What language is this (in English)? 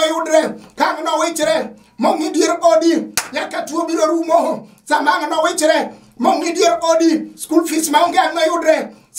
Luo (Kenya and Tanzania)